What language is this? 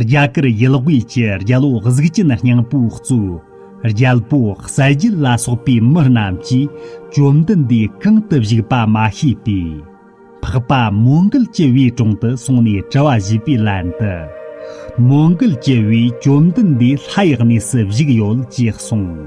Tibetan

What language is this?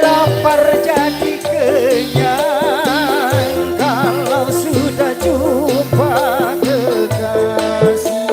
Betawi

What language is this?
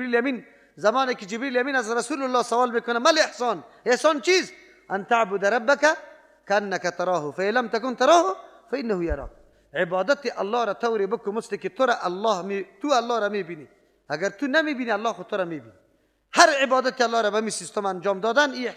Persian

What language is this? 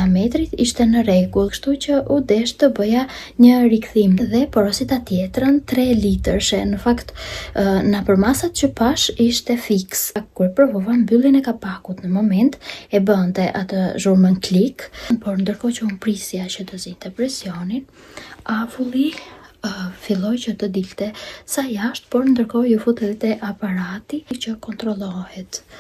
Albanian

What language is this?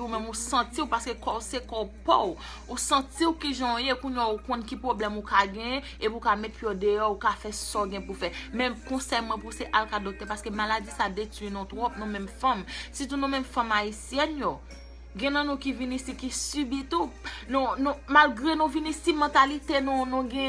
Haitian Creole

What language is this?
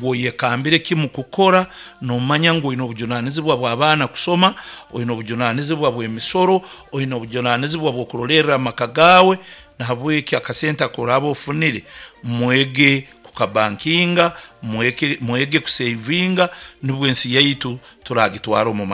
Nyankole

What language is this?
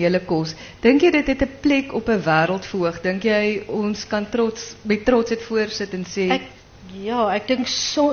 Afrikaans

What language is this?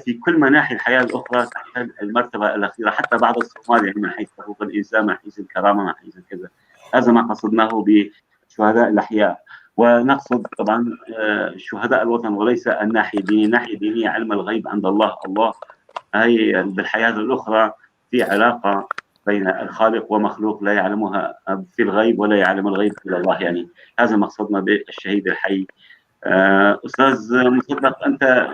North Levantine Arabic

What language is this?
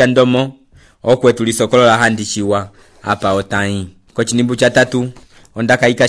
Umbundu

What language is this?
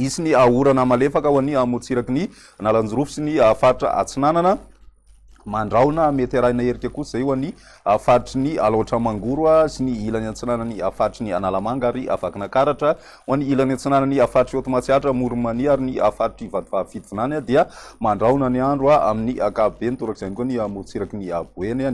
Malagasy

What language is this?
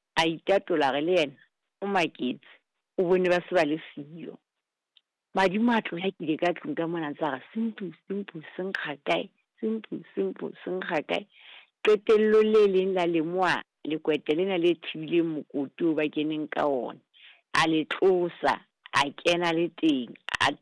Southern Sotho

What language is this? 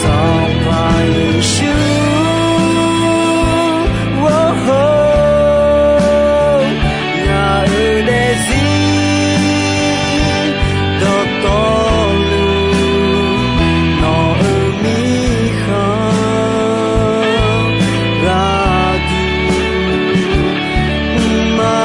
Akha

